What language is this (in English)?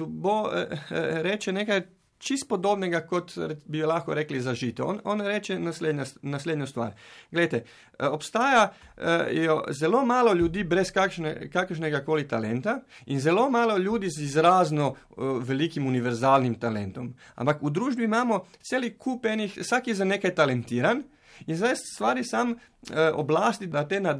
Slovenian